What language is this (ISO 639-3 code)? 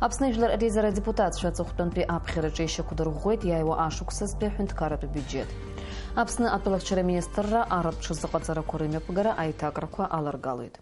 abk